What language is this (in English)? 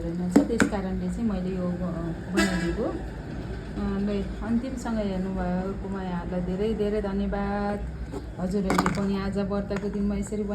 Nepali